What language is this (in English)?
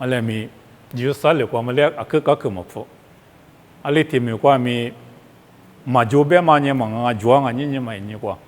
Lisu